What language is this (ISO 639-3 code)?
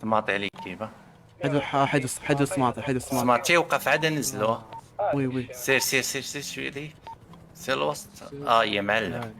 ary